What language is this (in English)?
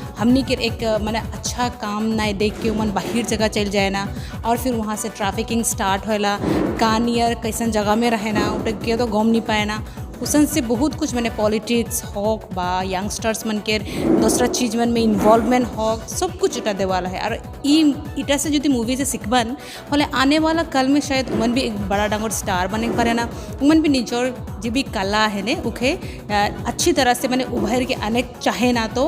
Sadri